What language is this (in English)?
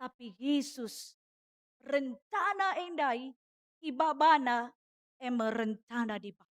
Batak Karo